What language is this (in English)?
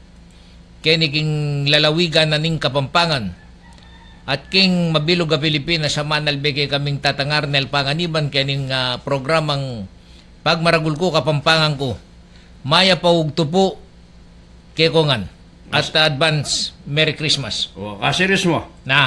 Pampanga